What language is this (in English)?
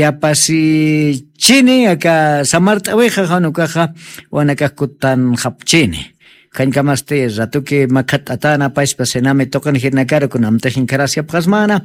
Aymara